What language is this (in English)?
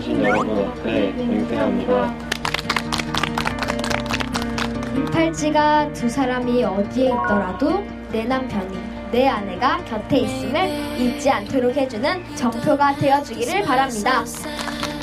Korean